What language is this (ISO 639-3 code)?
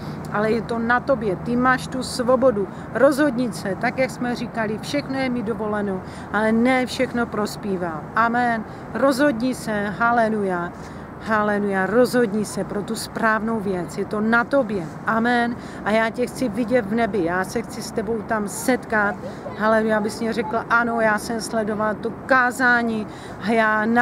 ces